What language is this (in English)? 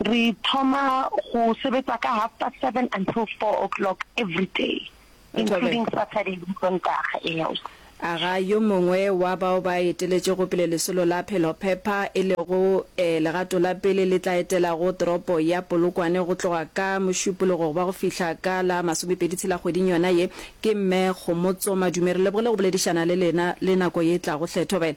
Northern Sotho